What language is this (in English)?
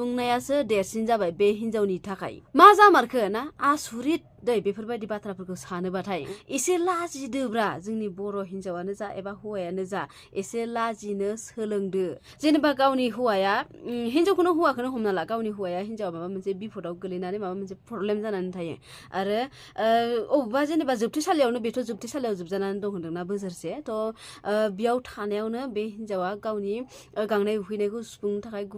Bodo